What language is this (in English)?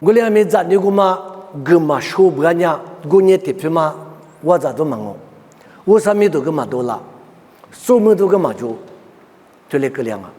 Lisu